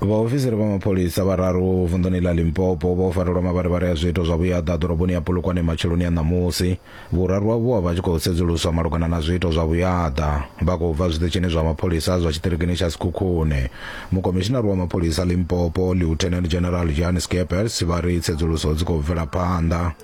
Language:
Venda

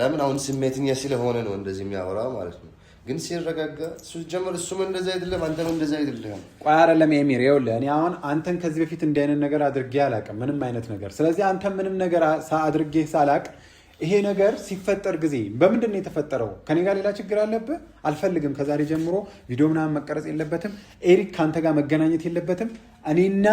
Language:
Amharic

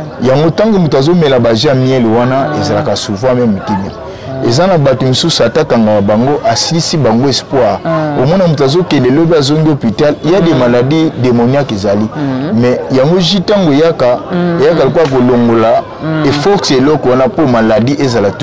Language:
Lingala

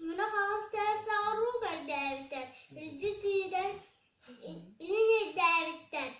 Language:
Yakut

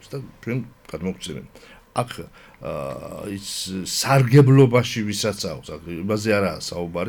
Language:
Georgian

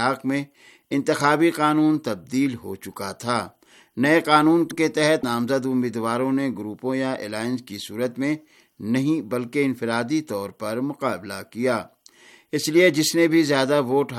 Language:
Urdu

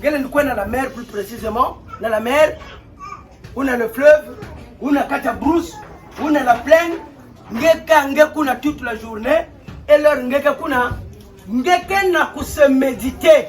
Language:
Kituba (Democratic Republic of Congo)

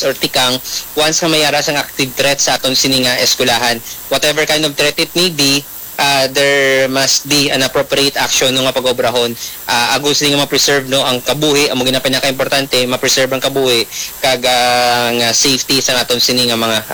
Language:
Hiligaynon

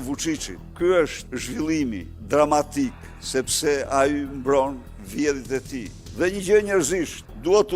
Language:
Albanian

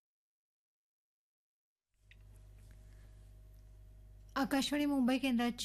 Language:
Marathi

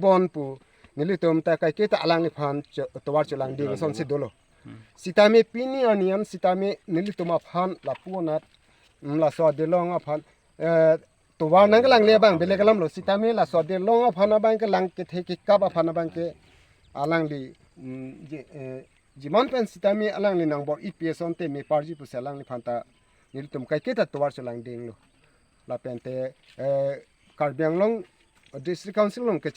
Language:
Karbi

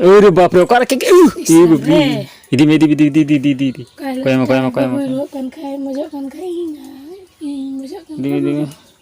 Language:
Santali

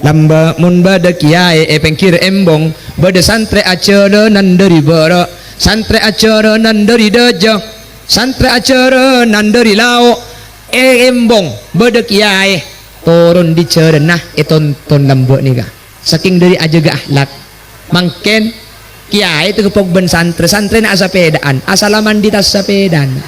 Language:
Madurese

